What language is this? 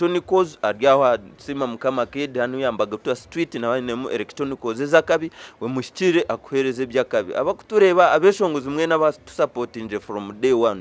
Nyankole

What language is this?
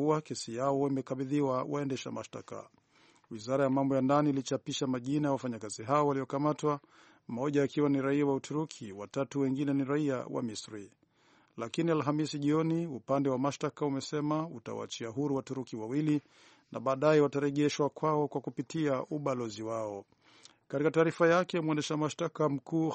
Swahili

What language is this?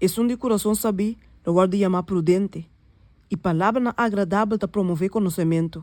Papiamento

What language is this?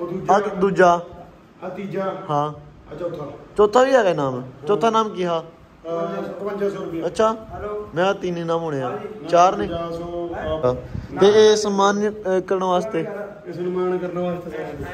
Punjabi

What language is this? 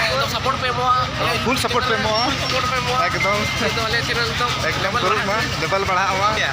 Santali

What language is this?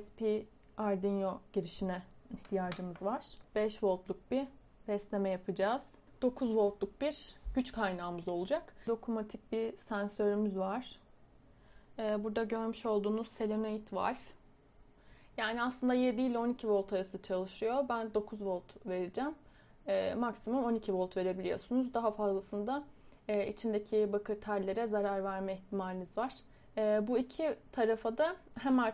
Turkish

